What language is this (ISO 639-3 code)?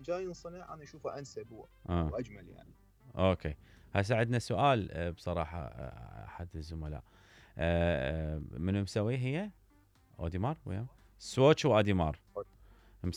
acm